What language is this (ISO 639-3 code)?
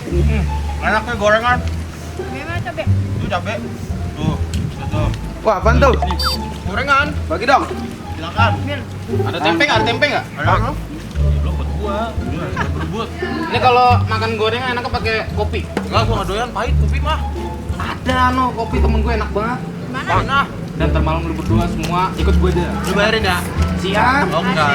bew